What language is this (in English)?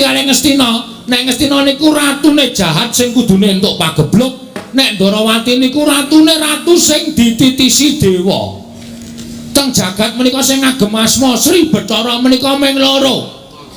Javanese